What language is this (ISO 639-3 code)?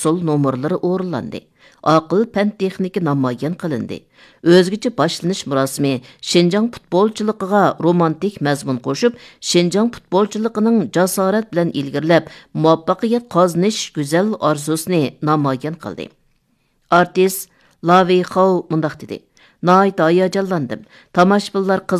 uig